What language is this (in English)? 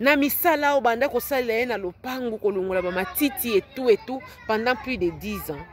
Lingala